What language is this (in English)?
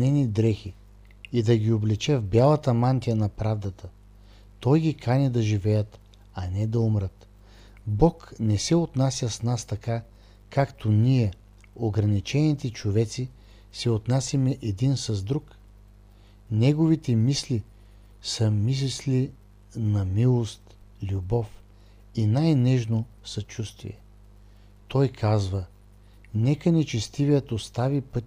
Bulgarian